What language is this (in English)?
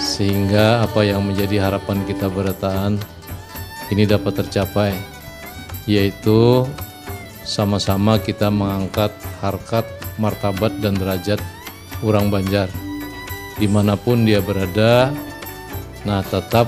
Banjar